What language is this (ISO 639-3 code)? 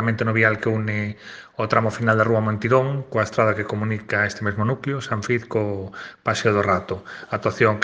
glg